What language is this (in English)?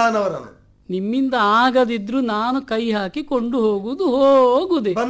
Kannada